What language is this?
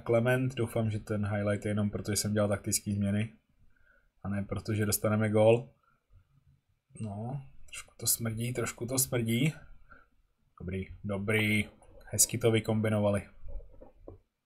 Czech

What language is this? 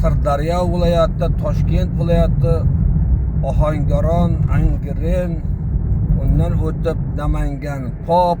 Uzbek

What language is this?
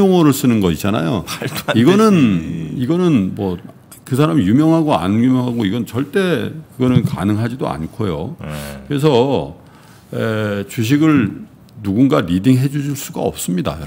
Korean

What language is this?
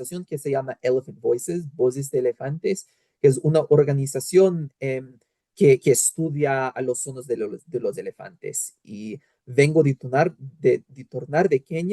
Ladino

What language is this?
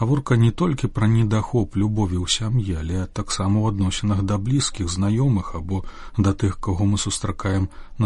Belarusian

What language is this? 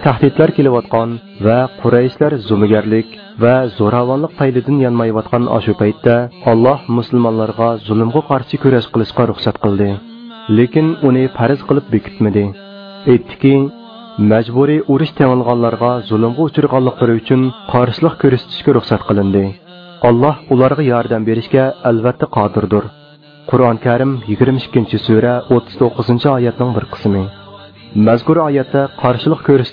Uyghur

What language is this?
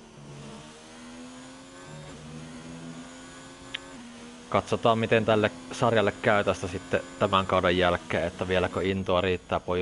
Finnish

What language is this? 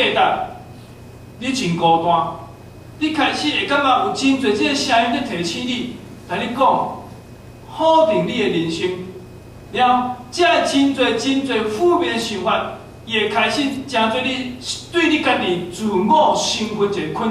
Min Nan Chinese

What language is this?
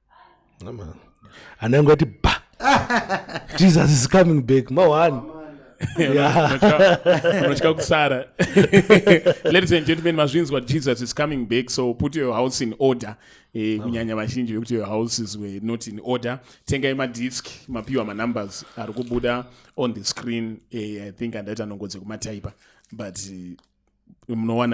Shona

